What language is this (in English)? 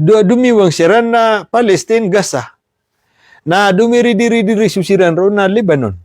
Maranao